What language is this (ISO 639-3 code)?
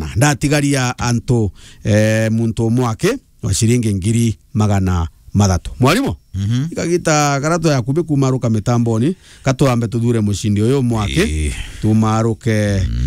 mer